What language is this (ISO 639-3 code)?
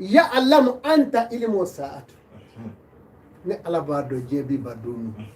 bam